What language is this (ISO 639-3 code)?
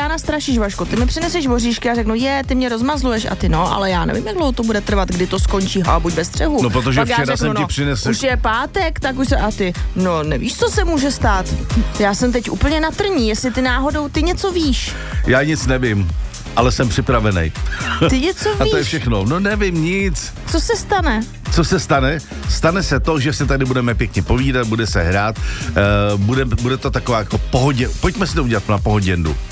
ces